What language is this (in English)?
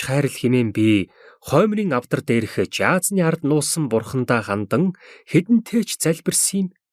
Mongolian